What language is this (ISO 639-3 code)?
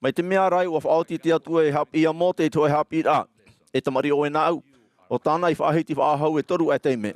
tah